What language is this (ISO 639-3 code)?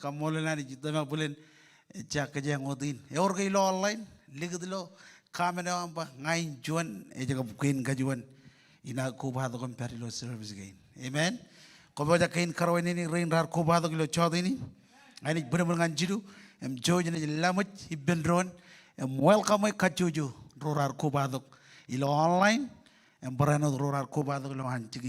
mah